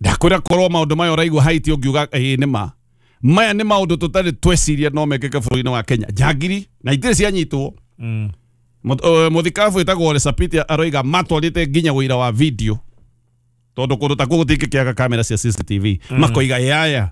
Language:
Kikuyu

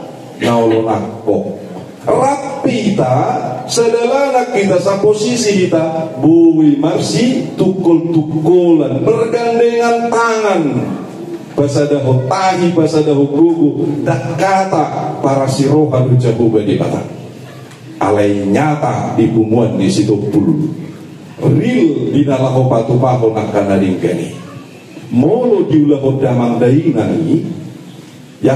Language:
Batak Toba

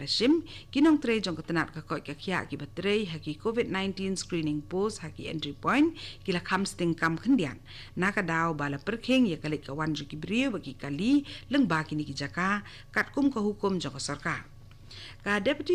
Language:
Khasi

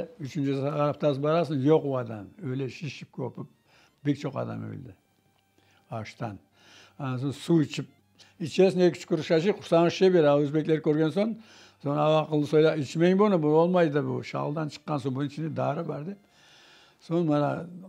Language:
Crimean Tatar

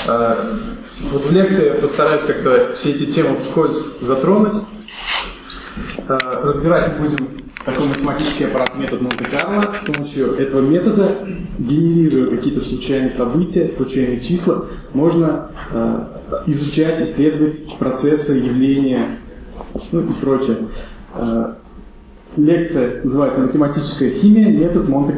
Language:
Russian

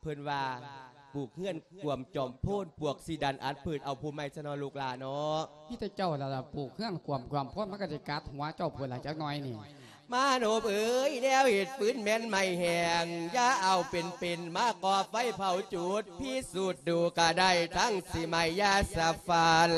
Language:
Lao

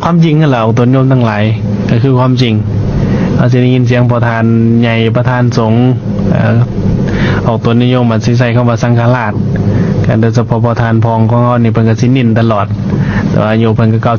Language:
Lao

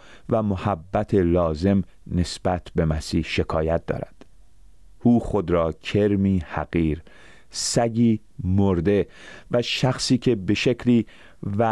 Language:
Persian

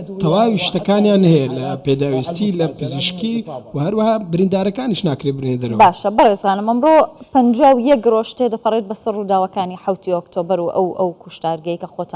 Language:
Central Kurdish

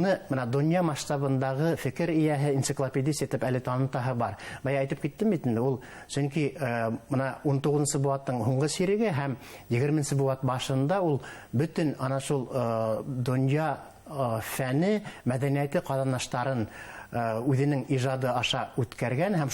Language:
Bashkir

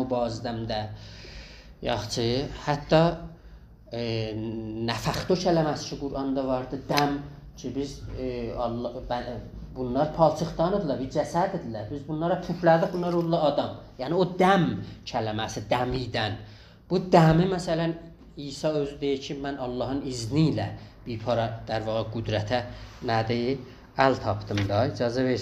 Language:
South Azerbaijani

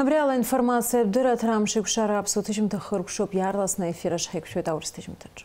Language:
Abkhazian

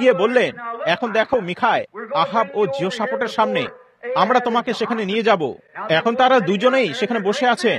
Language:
Bangla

